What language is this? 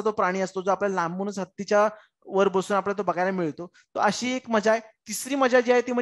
Marathi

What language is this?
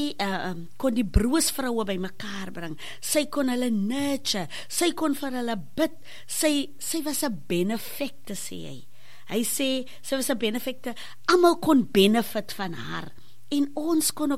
Afrikaans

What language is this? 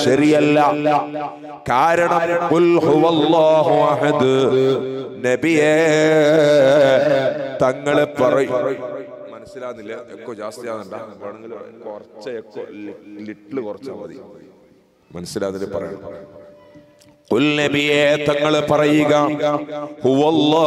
Malayalam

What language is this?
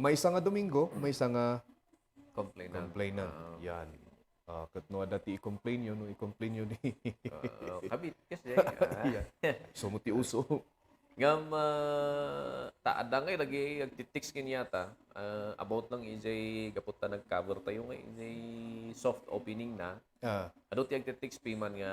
Iloko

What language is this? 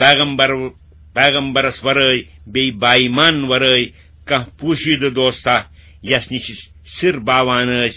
Kashmiri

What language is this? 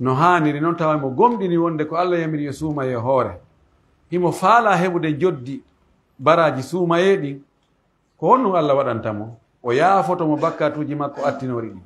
Pular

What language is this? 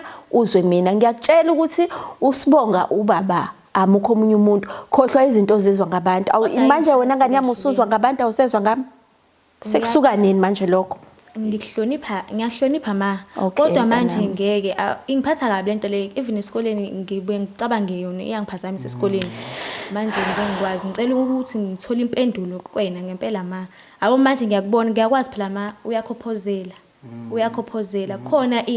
Zulu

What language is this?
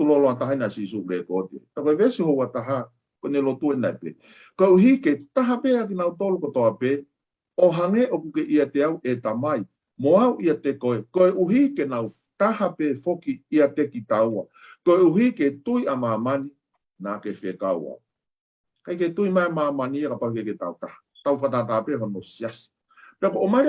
Tongan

